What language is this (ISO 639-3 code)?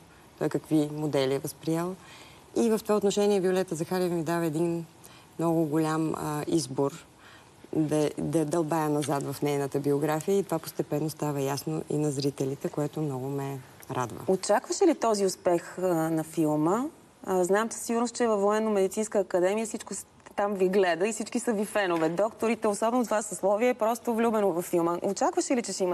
bul